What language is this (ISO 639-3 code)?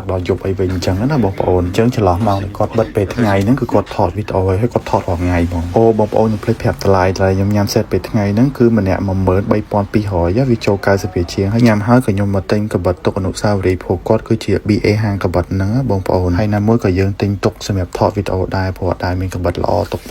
khm